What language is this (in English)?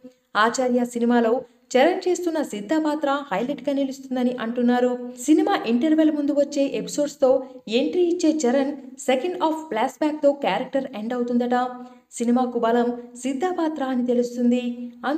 Telugu